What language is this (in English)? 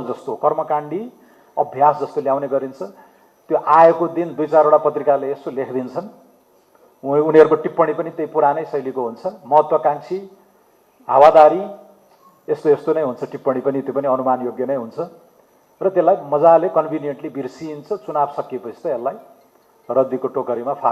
Nepali